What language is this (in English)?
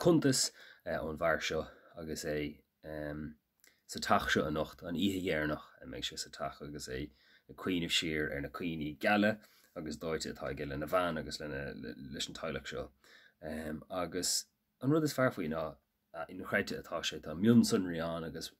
Irish